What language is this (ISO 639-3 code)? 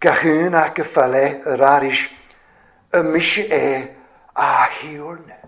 cym